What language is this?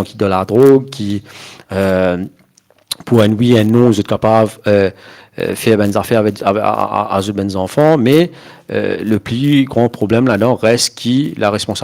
Morisyen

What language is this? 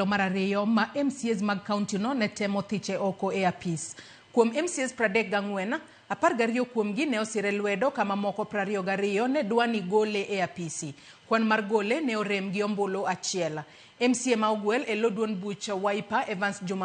Luo (Kenya and Tanzania)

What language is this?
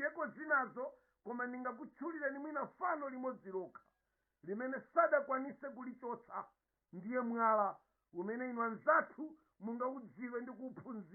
Nyanja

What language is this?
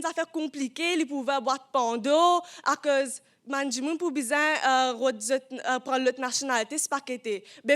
Morisyen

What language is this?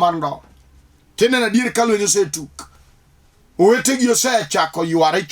Luo (Kenya and Tanzania)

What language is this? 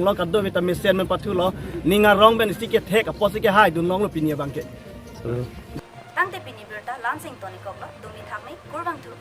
Karbi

